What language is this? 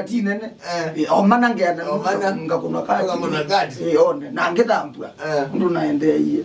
Kamba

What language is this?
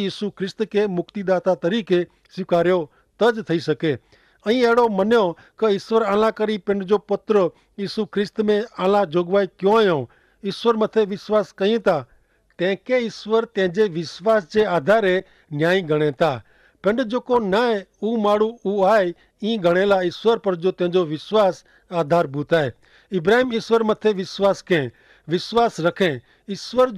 Kachhi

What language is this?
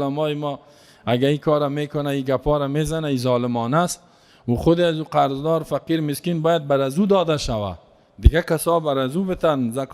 Persian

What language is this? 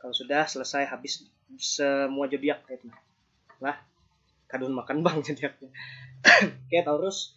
Banjar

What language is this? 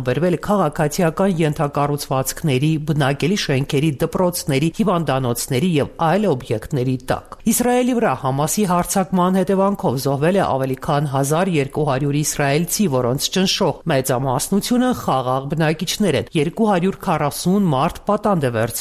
Armenian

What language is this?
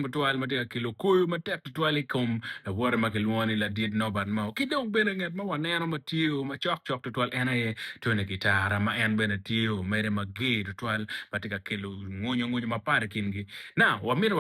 Acoli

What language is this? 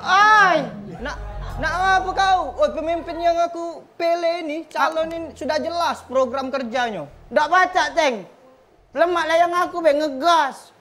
Musi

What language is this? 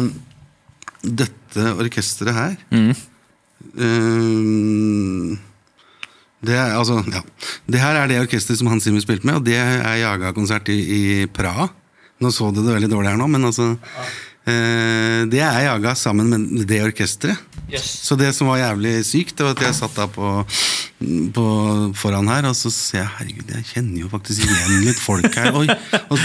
Norwegian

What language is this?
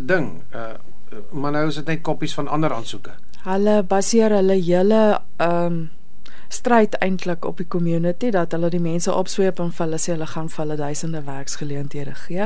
Afrikaans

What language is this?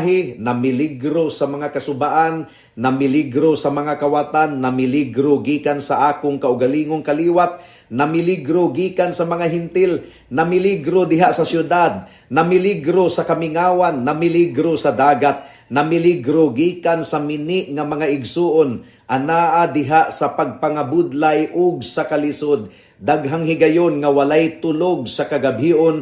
Cebuano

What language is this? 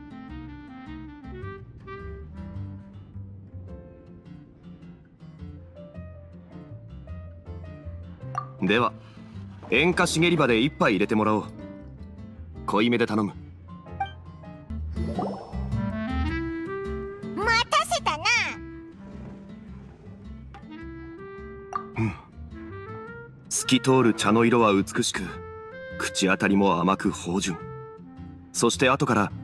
Japanese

